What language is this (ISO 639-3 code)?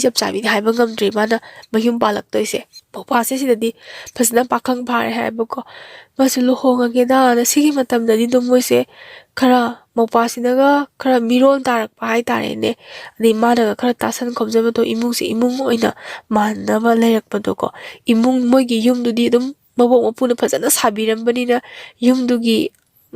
mni